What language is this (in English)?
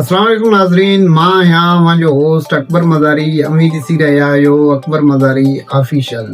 Sindhi